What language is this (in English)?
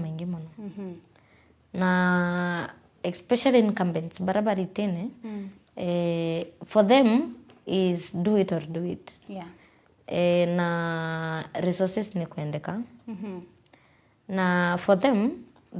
Meru